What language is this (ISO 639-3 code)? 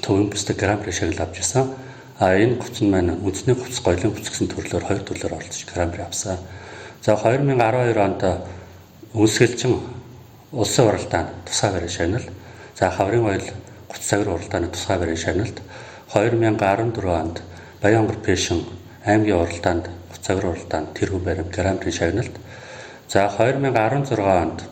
mon